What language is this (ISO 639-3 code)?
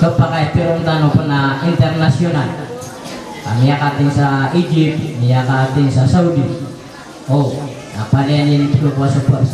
mrw